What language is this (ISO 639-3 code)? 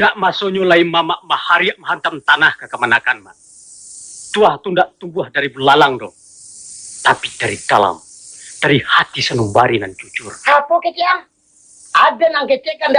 min